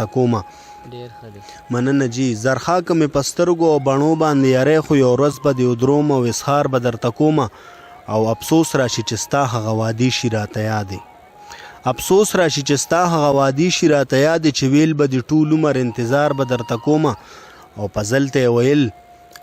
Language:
Pashto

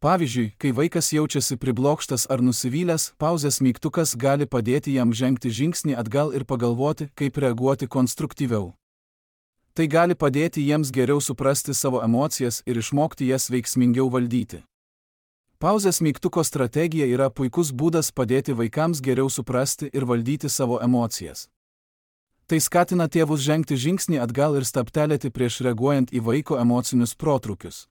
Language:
Lithuanian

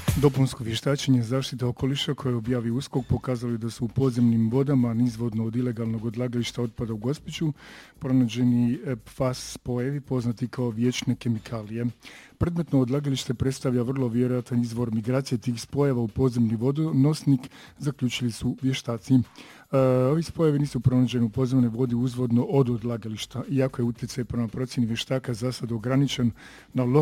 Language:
Croatian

